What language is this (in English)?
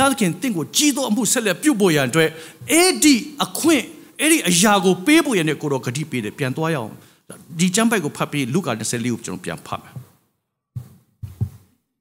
Burmese